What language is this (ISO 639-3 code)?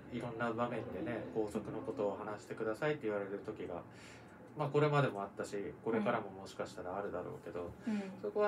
jpn